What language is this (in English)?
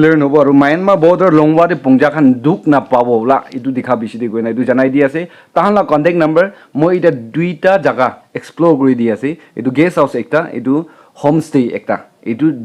Naga Pidgin